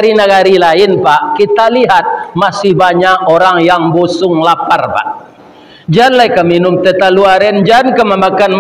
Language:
Minangkabau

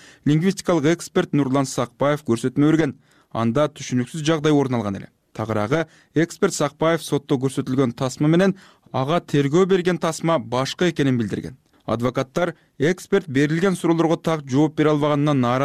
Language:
Kyrgyz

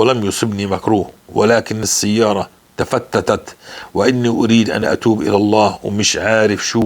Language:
North Levantine Arabic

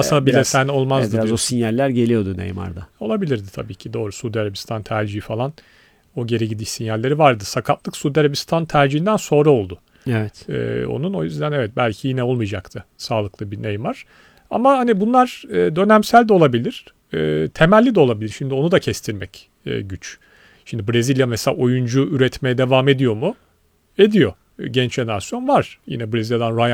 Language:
Turkish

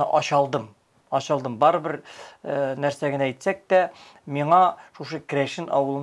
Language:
Tatar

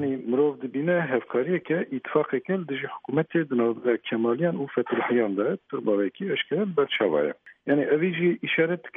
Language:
Kurdish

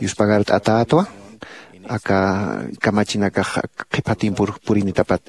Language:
Aymara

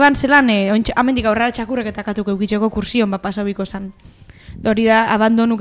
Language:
Basque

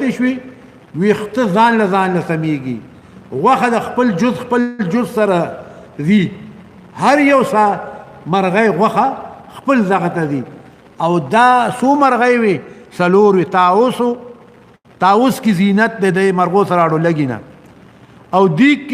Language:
Pashto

